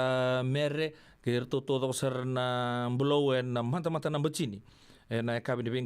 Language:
Fijian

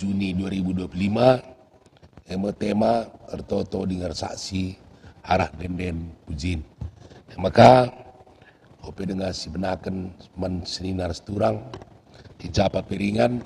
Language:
Batak Karo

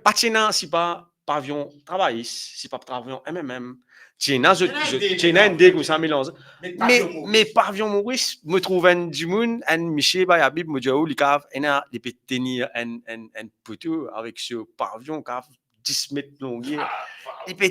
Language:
Morisyen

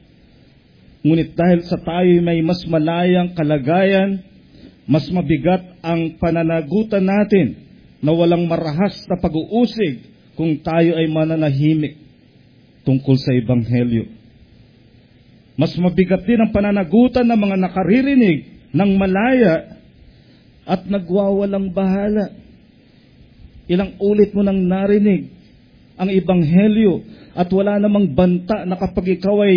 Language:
Filipino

